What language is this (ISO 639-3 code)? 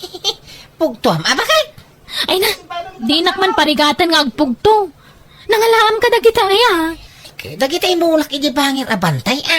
ilo